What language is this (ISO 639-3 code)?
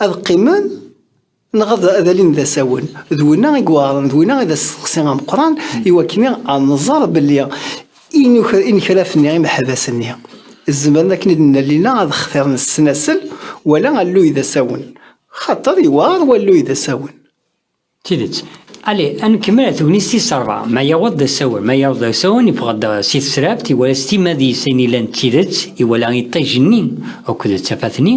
kab